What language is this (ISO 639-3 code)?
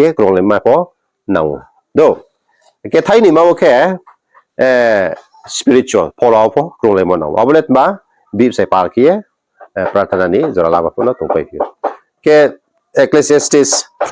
ria